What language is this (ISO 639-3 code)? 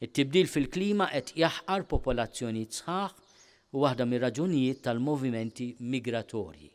mlt